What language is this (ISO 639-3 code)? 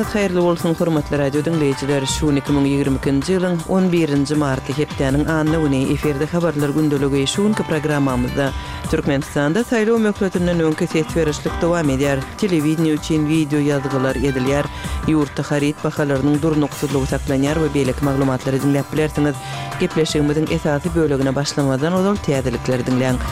kir